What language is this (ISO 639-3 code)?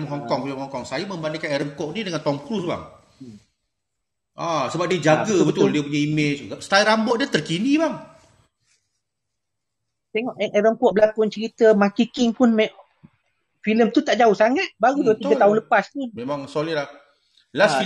msa